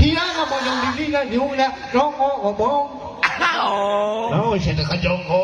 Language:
Sundanese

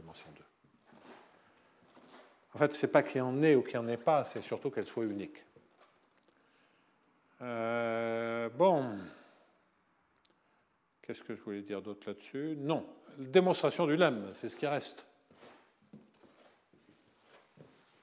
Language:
French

